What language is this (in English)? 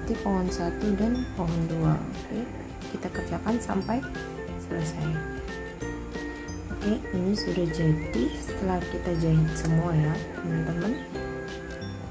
Indonesian